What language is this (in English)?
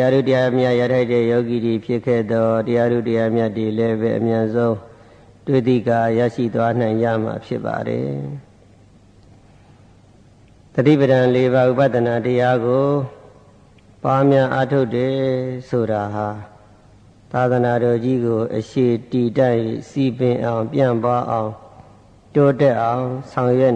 Burmese